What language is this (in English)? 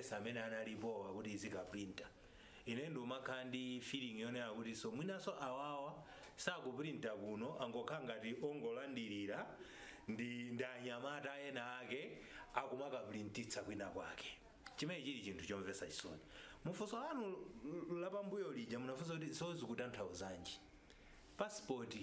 Nyanja